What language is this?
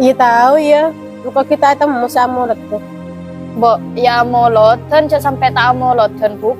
Madurese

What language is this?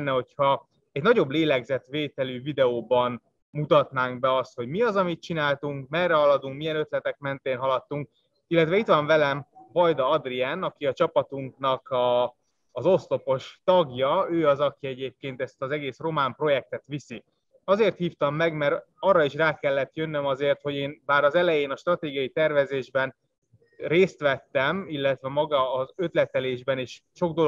Hungarian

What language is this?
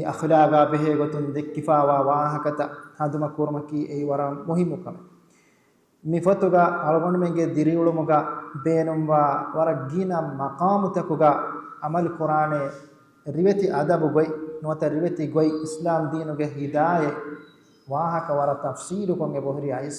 Divehi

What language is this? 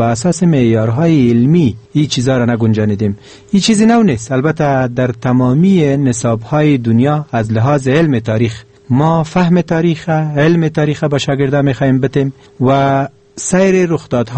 Persian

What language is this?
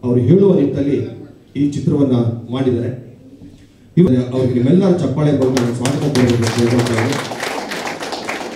Kannada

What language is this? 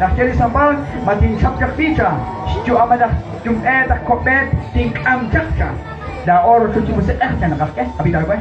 Kekchí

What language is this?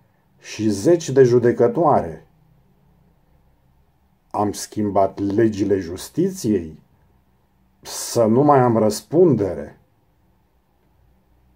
Romanian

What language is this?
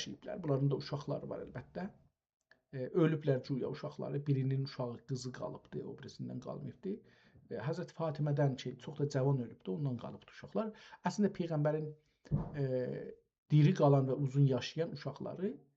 South Azerbaijani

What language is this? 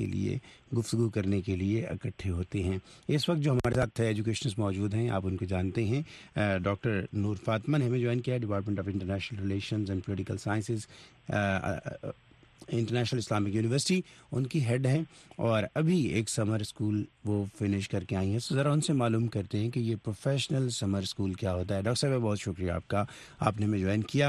Urdu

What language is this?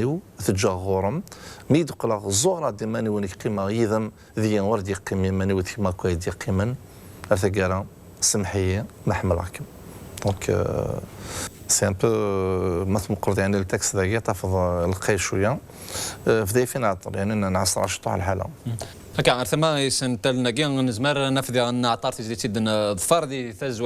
Kabyle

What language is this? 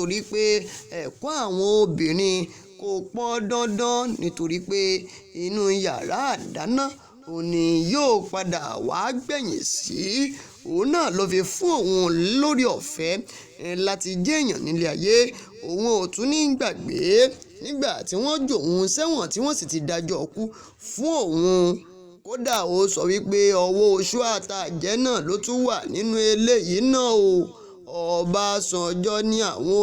Yoruba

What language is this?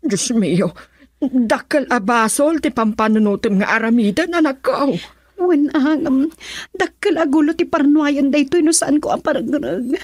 Iloko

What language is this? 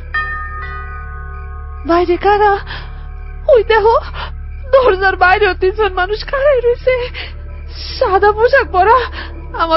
Bangla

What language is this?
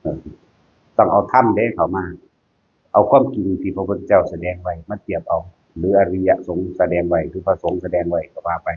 Northeastern Thai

